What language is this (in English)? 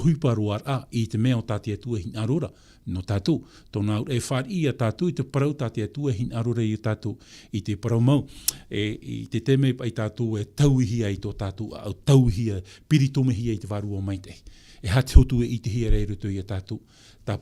Tahitian